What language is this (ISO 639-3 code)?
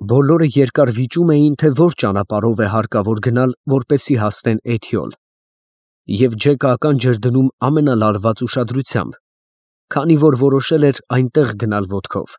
hye